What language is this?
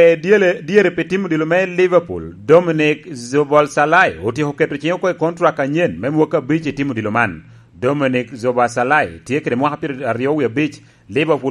Lango (Uganda)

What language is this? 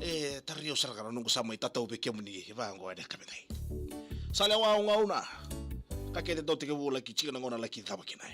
Fijian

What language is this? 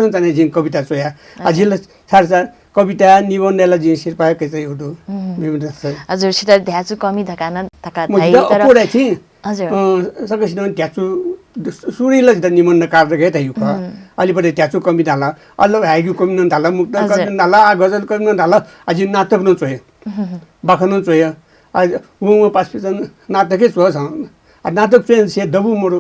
Newari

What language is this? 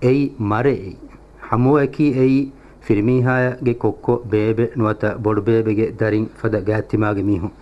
Divehi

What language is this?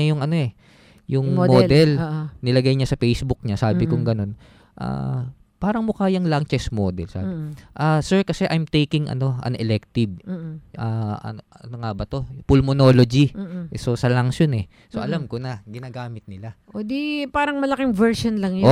Filipino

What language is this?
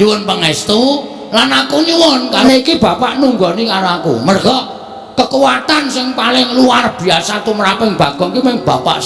Javanese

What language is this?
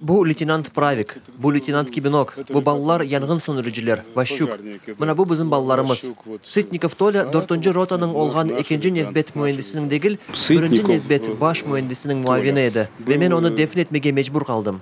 Crimean Tatar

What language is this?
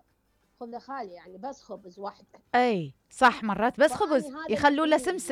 Mesopotamian Arabic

